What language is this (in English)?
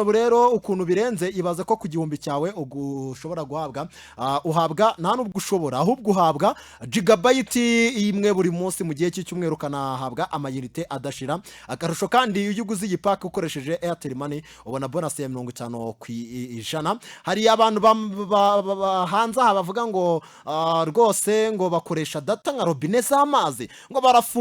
Kinyarwanda